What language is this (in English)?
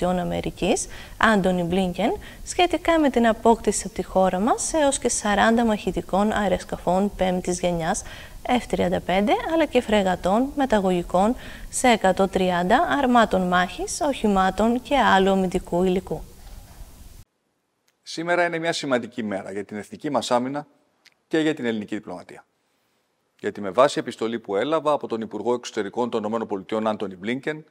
Greek